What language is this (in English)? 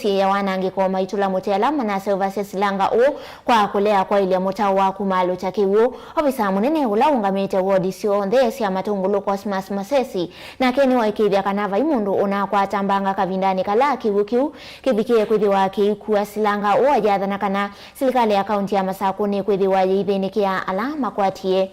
Kamba